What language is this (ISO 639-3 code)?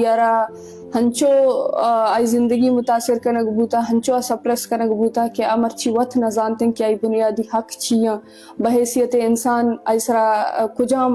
bgp